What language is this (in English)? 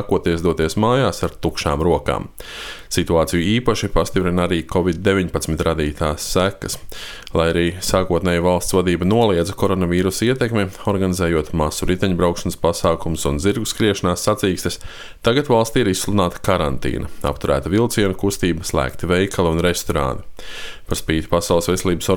Latvian